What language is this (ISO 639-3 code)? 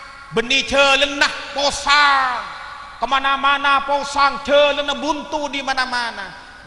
mad